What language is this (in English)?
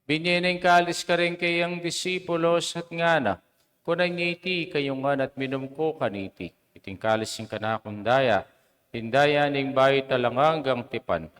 Pampanga